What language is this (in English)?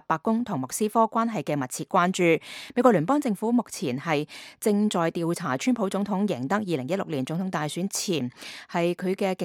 Cantonese